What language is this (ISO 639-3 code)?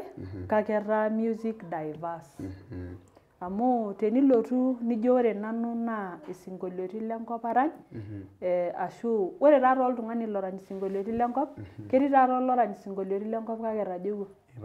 mas